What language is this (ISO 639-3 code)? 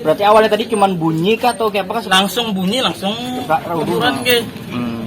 bjn